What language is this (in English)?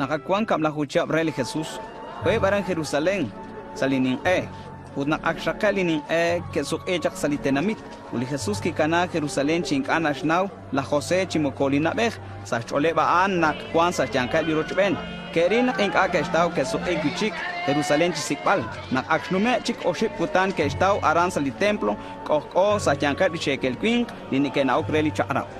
Kekchí